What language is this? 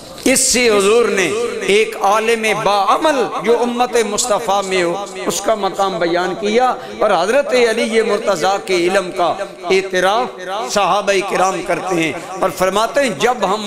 Urdu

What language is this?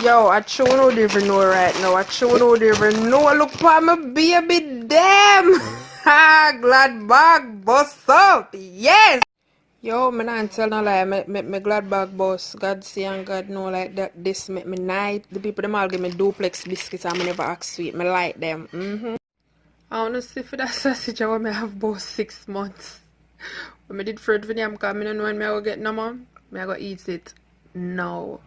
Jamaican Creole English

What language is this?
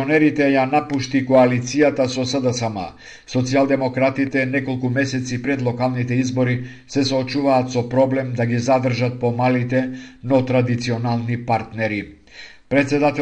Macedonian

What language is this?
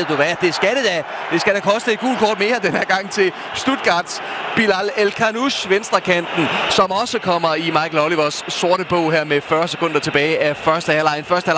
Danish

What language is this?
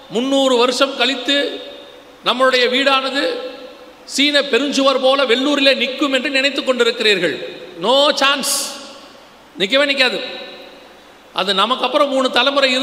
Tamil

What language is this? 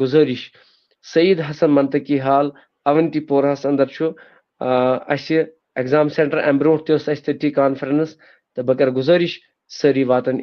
Kashmiri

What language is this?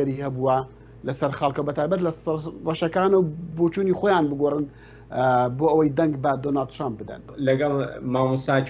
Central Kurdish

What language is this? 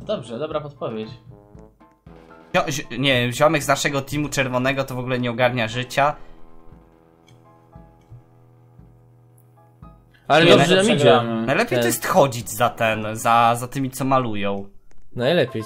Polish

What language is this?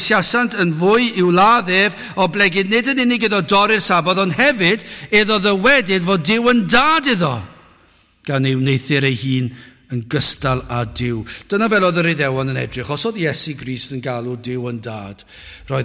Welsh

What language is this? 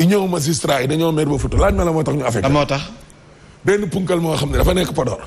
Wolof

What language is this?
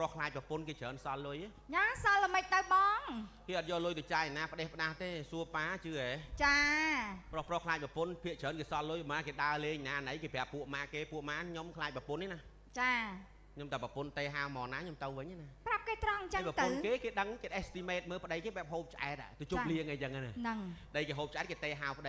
Khmer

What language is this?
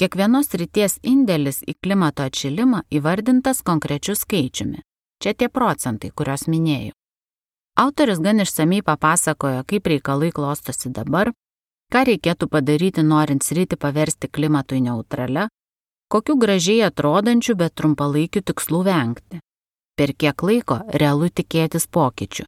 Lithuanian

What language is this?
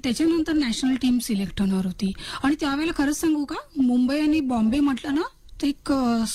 Marathi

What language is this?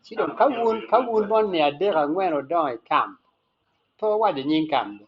Acoli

